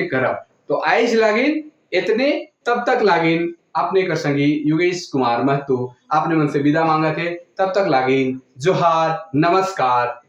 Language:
Sadri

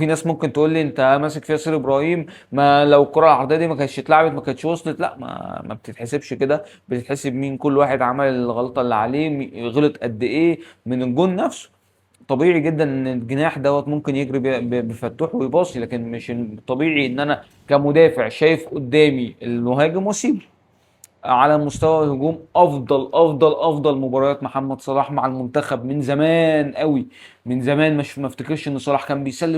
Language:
Egyptian Arabic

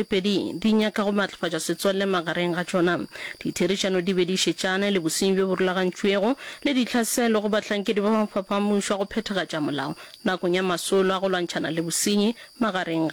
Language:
Northern Sotho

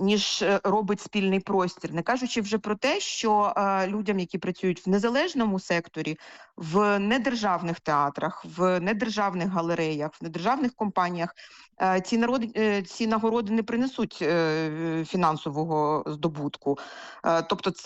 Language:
Ukrainian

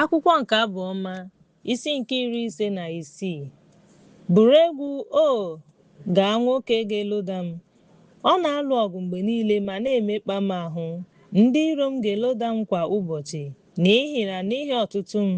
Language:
Igbo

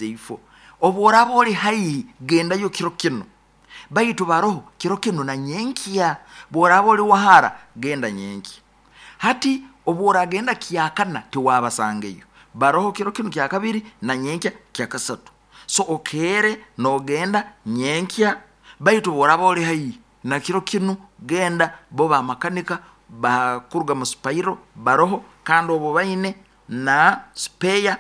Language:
Nyoro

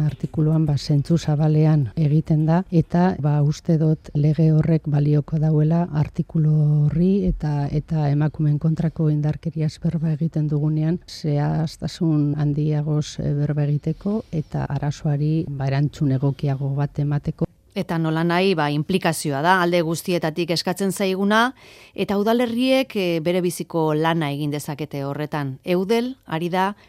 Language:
Basque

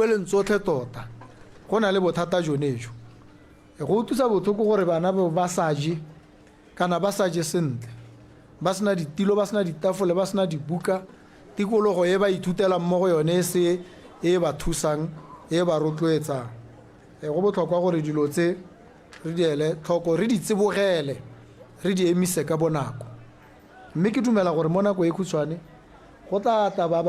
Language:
Tswana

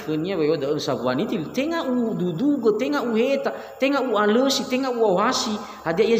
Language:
Nias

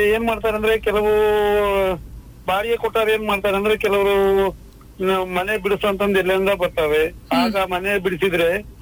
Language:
Kannada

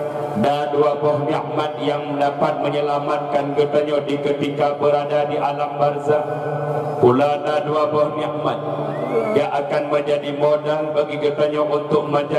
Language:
Achinese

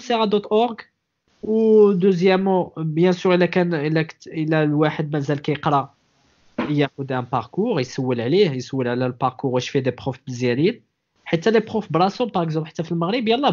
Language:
Moroccan Arabic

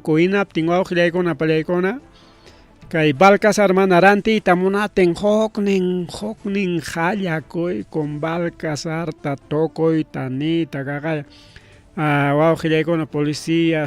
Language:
Ayacucho Quechua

